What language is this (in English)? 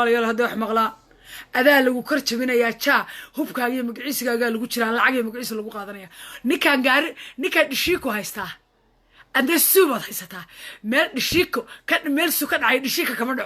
Somali